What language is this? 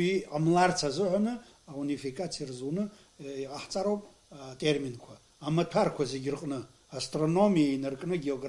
Abkhazian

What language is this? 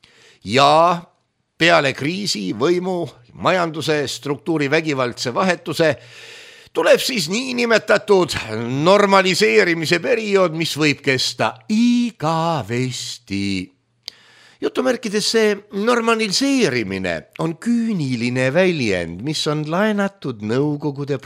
Estonian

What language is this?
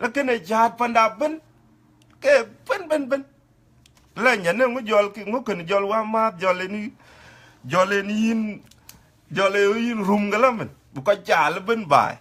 Dinka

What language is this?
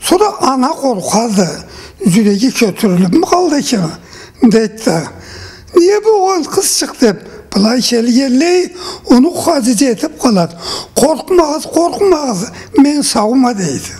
Karachay-Balkar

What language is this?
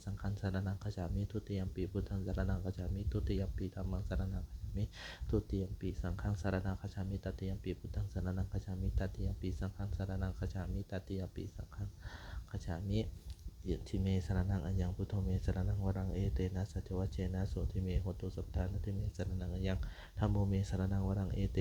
Pali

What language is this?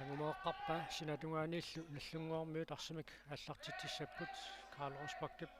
Kalaallisut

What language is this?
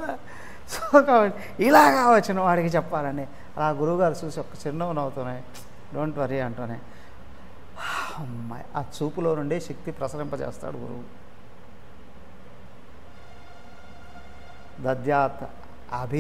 Telugu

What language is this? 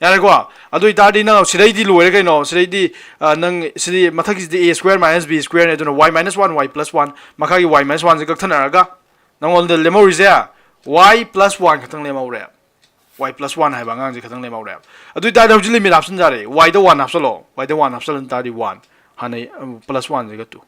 Manipuri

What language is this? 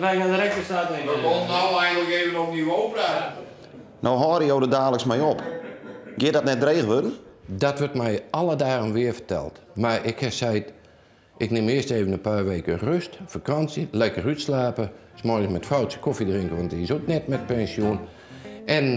Western Frisian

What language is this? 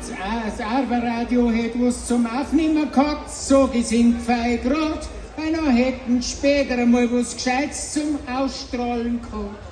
Bavarian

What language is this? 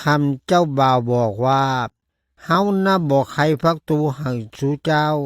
Lao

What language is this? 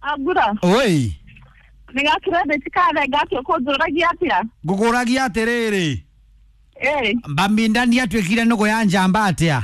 Kikuyu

